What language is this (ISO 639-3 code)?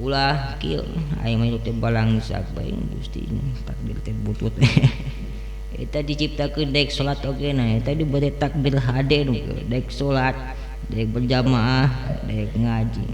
sun